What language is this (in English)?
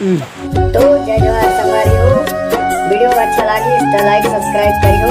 Chhattisgarhi